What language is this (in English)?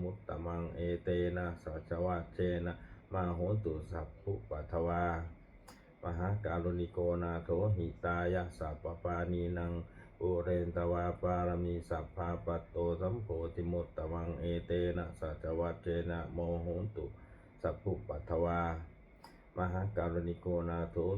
Pali